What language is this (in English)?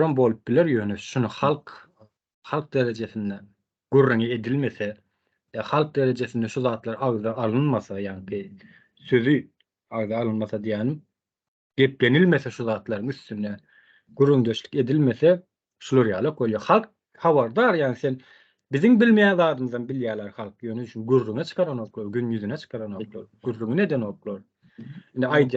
Turkmen